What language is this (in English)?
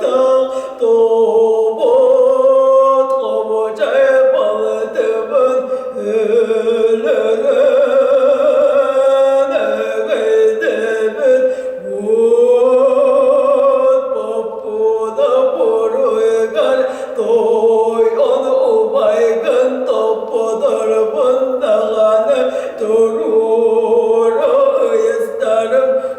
Yakut